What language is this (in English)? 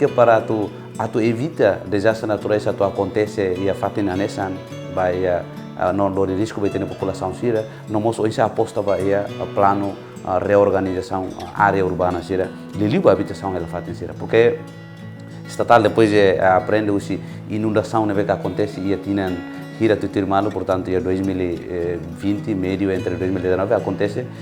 Tetum